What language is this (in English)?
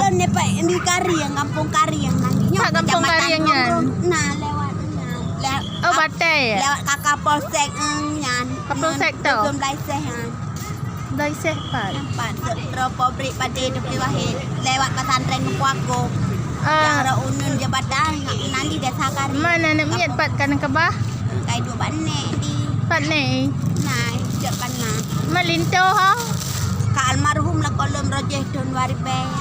Achinese